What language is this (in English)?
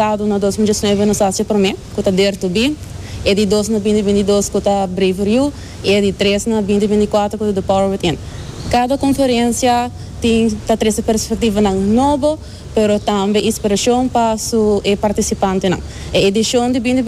Papiamento